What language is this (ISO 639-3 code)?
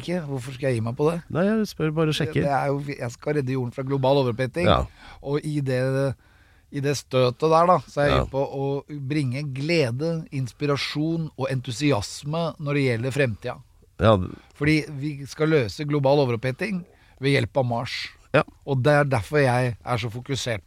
nor